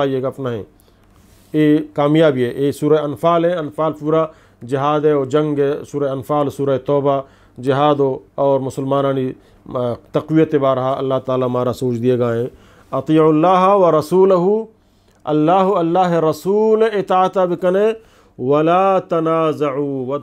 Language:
Eastern Balochi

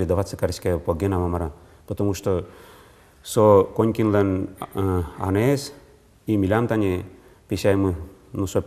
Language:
Udmurt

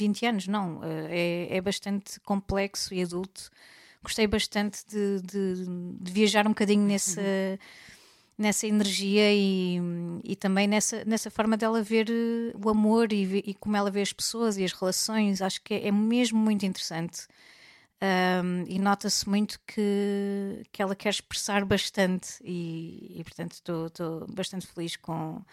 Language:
Portuguese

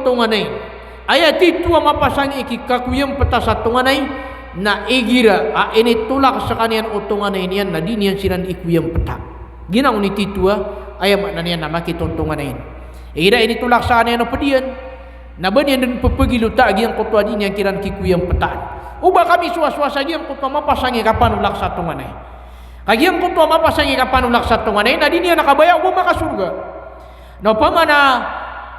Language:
Maranao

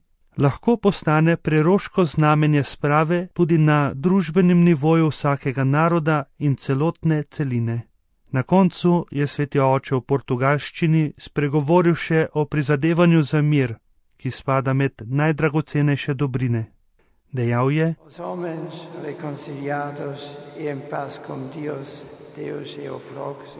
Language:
Slovenian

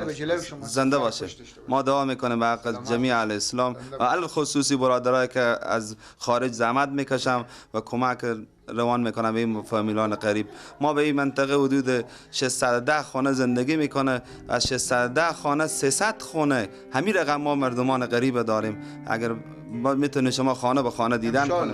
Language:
Persian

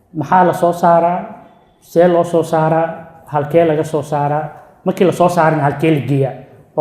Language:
Somali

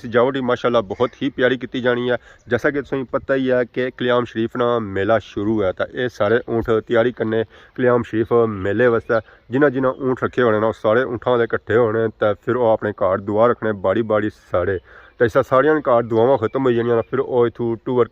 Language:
Pahari-Potwari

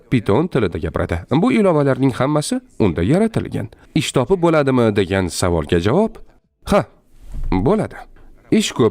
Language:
Uzbek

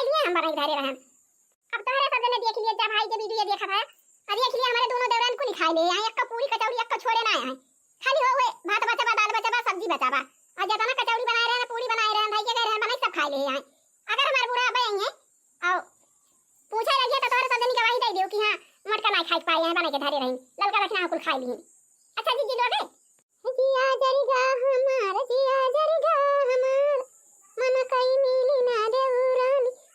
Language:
Awadhi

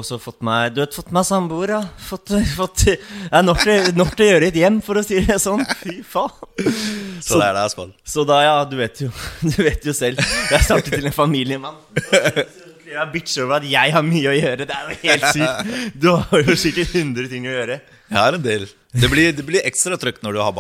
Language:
Norwegian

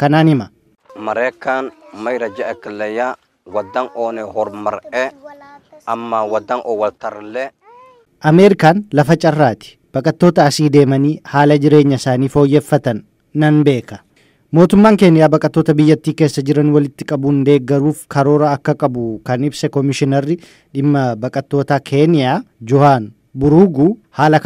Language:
Oromo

